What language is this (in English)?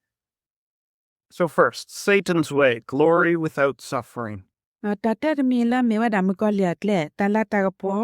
S'gaw Karen